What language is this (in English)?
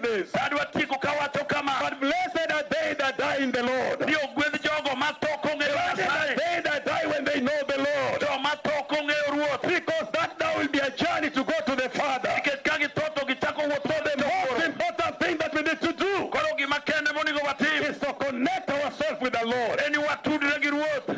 Luo (Kenya and Tanzania)